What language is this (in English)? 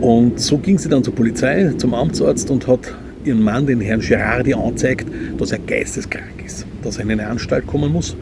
Bavarian